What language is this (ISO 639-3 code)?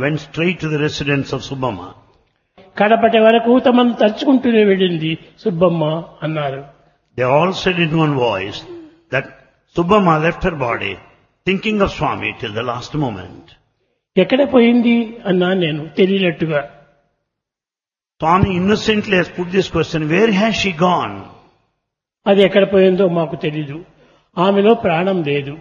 tel